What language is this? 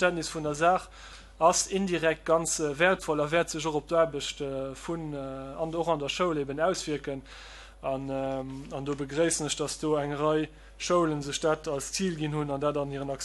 Luxembourgish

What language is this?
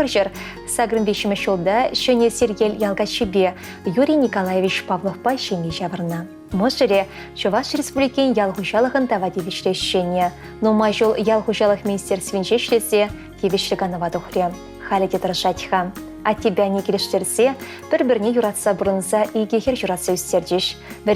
Chuvash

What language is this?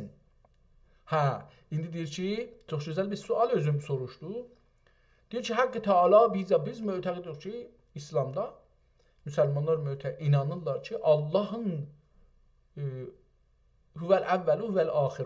South Azerbaijani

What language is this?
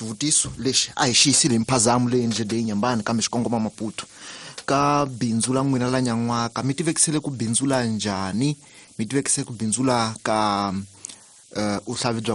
Tsonga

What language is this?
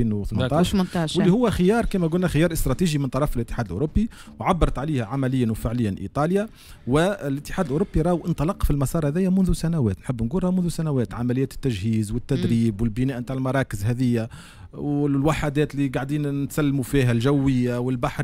Tunisian Arabic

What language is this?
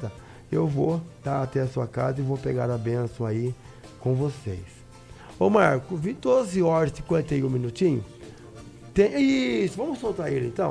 Portuguese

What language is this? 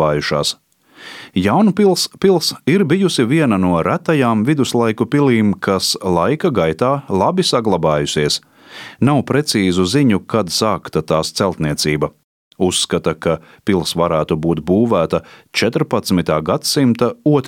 Latvian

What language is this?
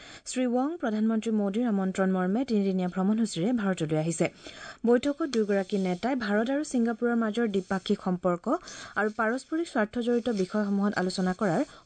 Assamese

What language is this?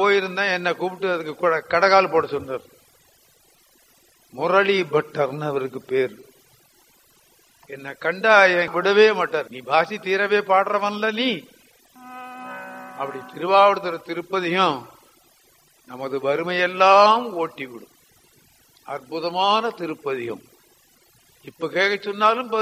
Tamil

